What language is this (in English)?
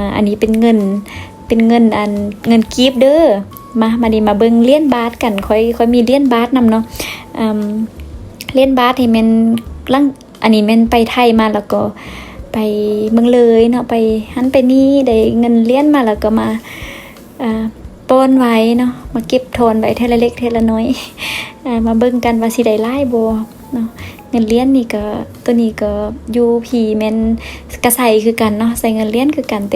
Lao